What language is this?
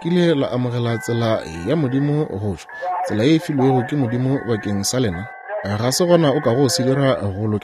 Northern Sotho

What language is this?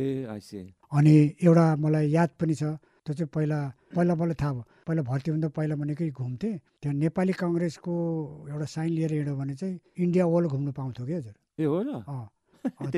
Nepali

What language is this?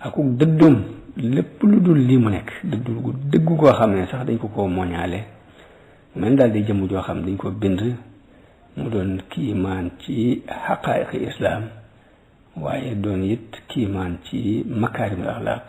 Wolof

